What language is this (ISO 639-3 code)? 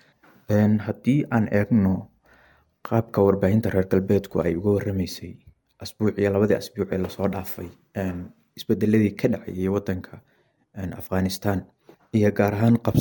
som